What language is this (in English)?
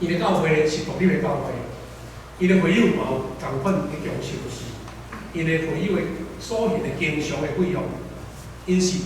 Min Nan Chinese